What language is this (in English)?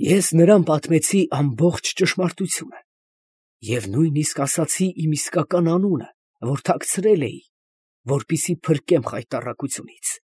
Armenian